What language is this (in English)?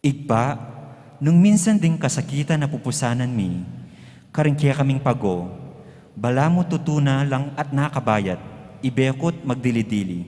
Pampanga